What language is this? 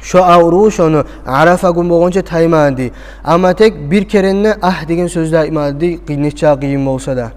Kumyk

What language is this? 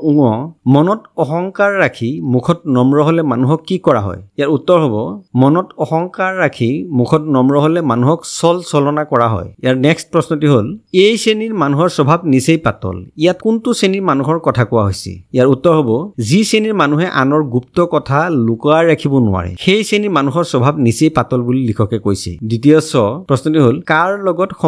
Assamese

